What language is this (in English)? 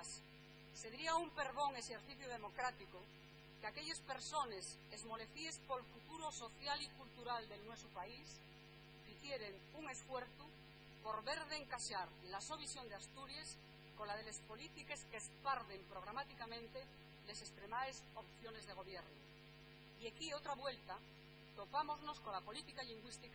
Asturian